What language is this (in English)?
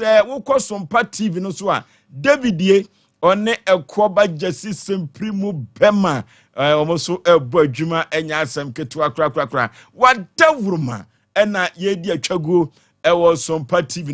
Akan